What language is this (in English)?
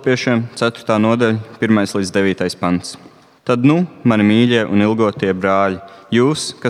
Latvian